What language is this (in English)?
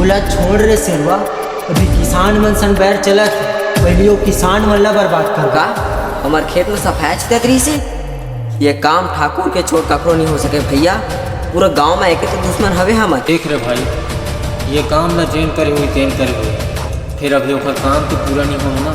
Chhattisgarhi